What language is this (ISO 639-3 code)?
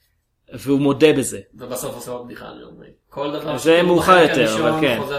heb